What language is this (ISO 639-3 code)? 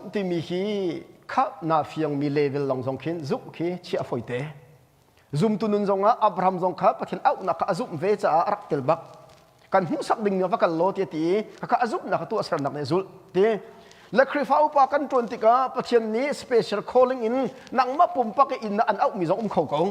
cnh